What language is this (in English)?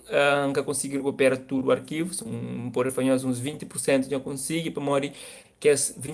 Kabuverdianu